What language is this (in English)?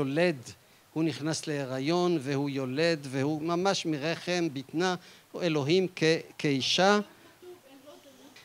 Hebrew